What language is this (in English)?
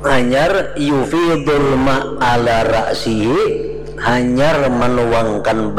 Banjar